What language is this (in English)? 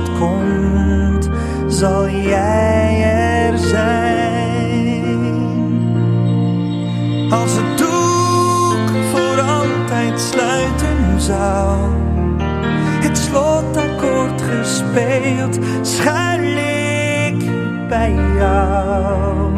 Dutch